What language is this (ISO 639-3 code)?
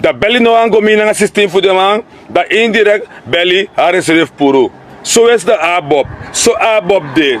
srn